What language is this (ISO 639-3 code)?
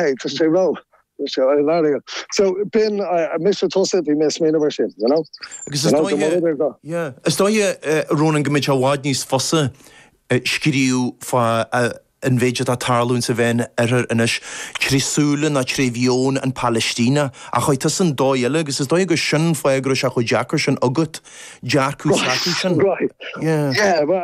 gle